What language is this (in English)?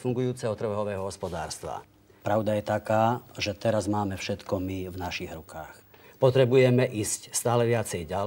Slovak